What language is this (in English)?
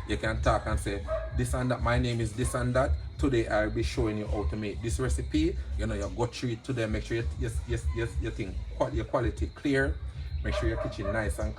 Jamaican Creole English